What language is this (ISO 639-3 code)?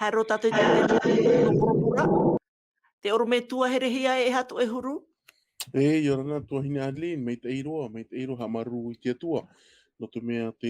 tah